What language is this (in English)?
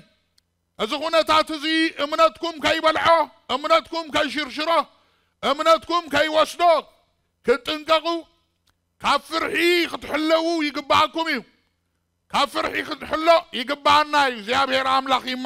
Tigrinya